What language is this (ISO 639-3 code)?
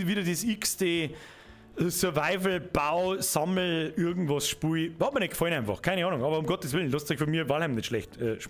bar